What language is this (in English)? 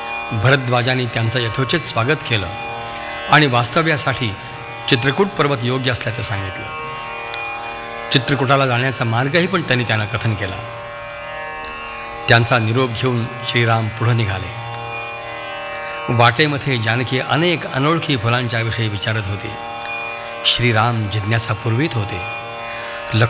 Marathi